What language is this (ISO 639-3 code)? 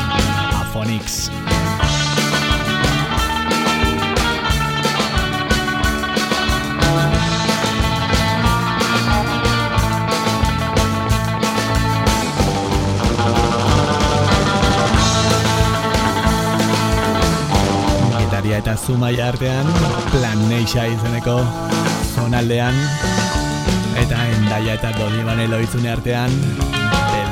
eus